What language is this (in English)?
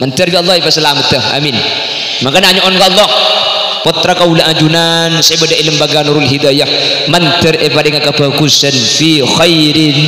Madurese